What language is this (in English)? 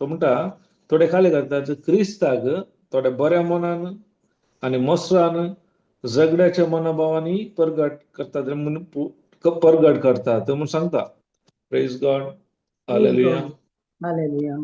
Konkani